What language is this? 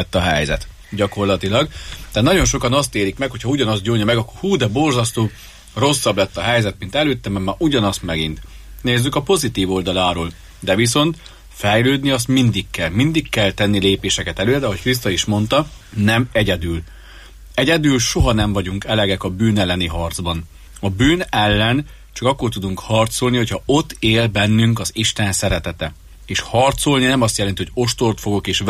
Hungarian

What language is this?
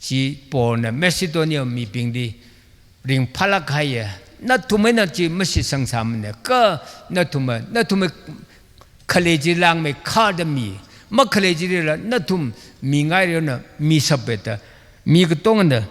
Tangkhul Naga (India)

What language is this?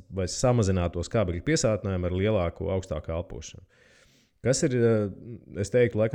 Latvian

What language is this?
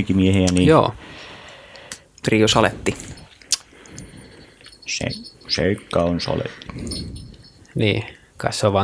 Finnish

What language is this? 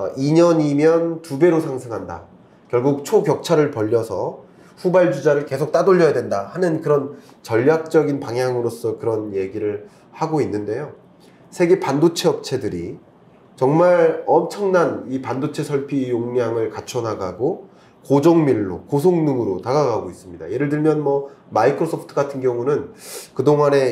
Korean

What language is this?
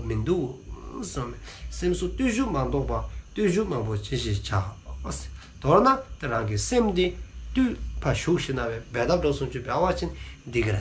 Dzongkha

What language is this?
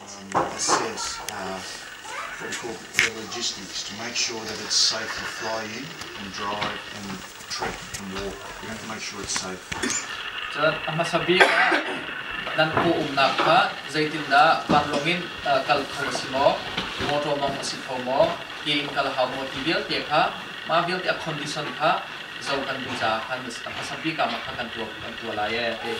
Hakha Chin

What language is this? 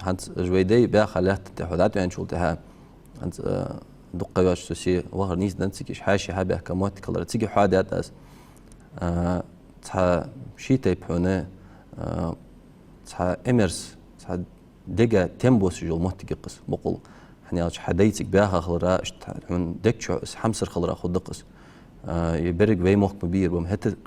Ingush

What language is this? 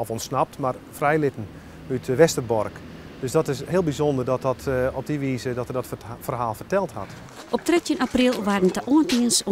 Western Frisian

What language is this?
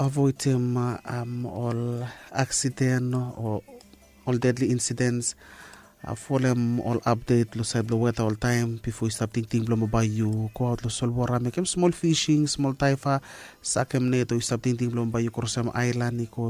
Bislama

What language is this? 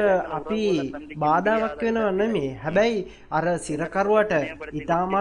Sinhala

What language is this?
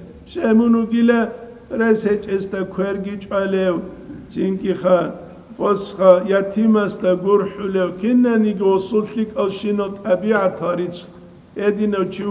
Avaric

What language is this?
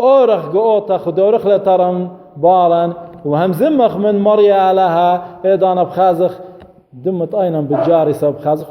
Assyrian Neo-Aramaic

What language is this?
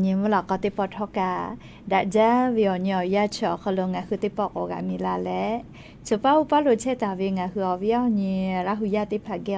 Lahu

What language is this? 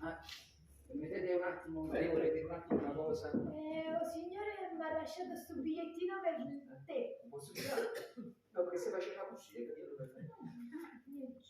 Neapolitan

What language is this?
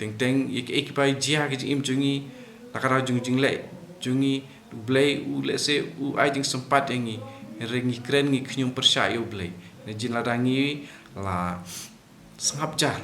Khasi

